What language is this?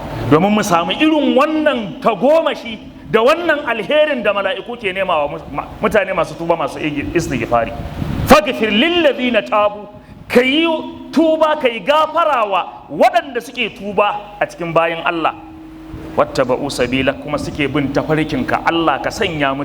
Hausa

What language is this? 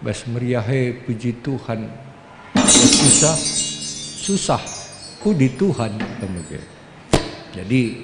Batak Karo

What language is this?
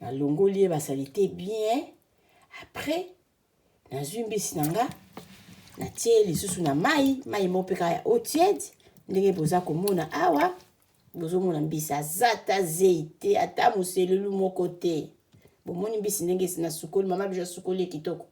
Lingala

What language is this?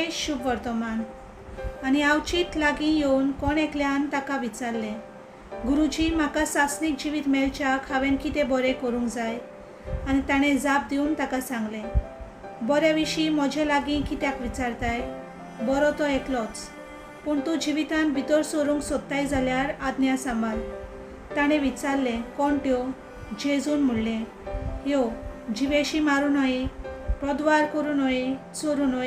Konkani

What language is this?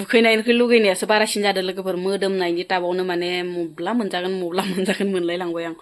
Bodo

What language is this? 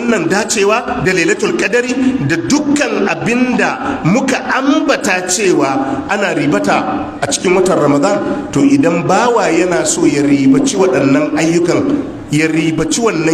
Hausa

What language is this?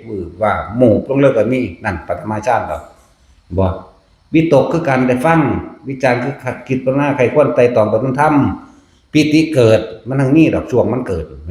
Northeastern Thai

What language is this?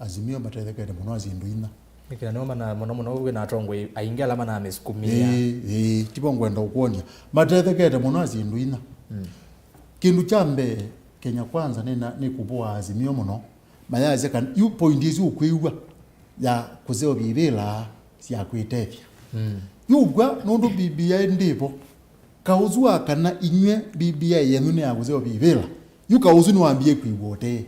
Kamba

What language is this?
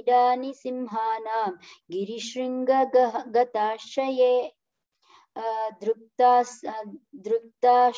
Sanskrit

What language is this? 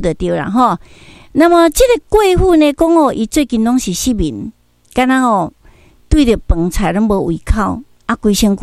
Min Nan Chinese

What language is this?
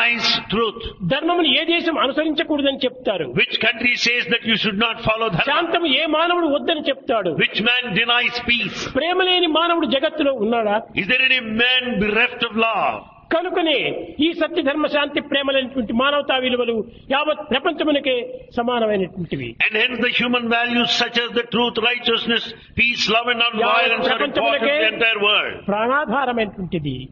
Telugu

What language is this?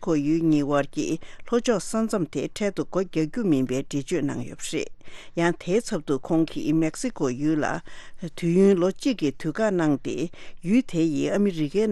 Tibetan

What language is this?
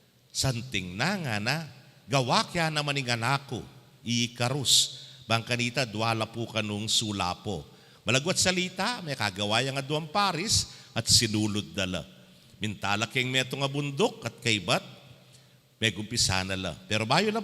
Pampanga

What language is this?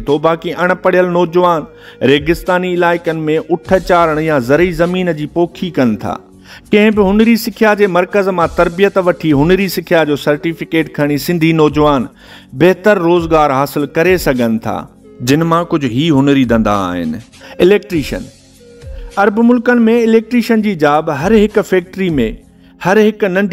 Sindhi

